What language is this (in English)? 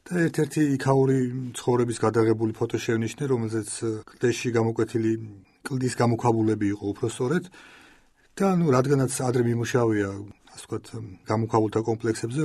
Georgian